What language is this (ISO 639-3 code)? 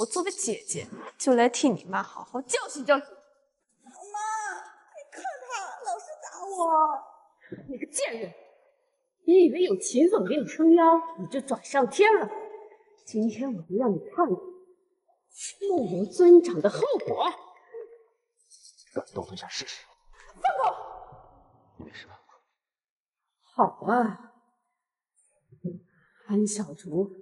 zho